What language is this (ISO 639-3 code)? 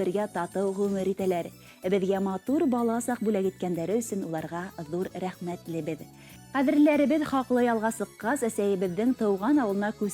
bak